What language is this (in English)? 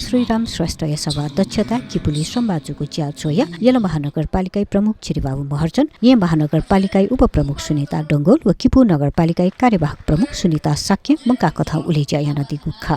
Newari